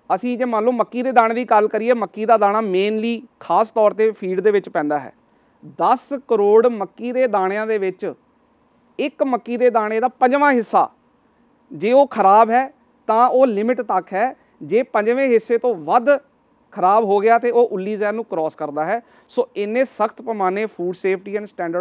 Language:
Punjabi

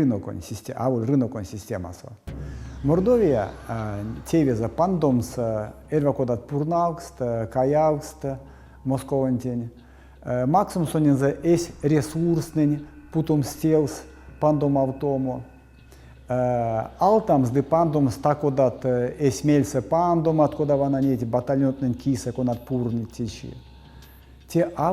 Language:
Erzya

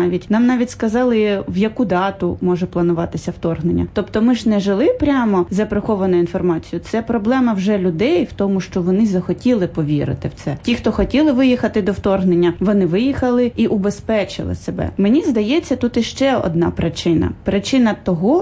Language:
Ukrainian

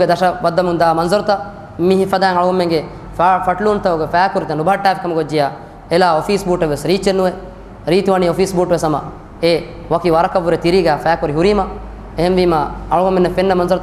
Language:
Divehi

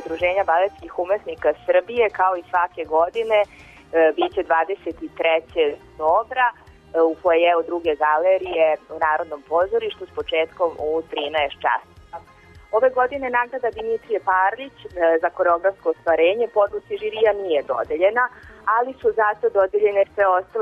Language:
Serbian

